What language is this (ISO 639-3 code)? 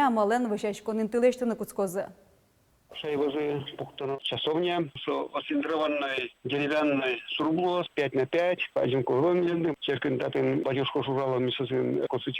udm